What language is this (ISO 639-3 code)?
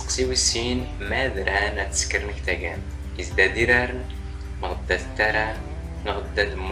zgh